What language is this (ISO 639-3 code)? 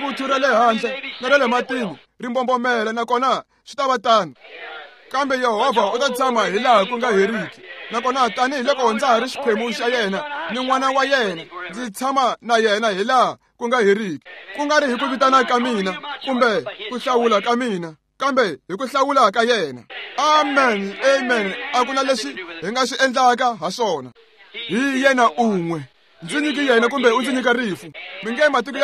tso